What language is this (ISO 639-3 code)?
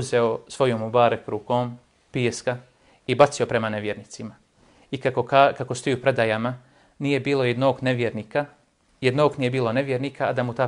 bos